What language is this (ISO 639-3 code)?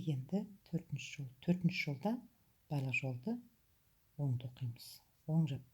kaz